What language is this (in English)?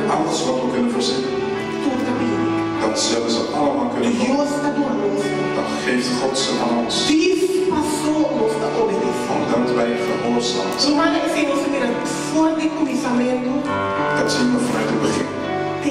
Papiamento